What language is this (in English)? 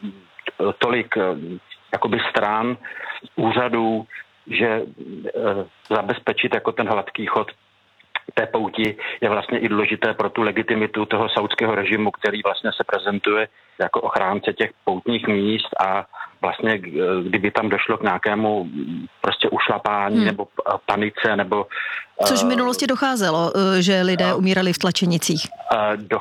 Czech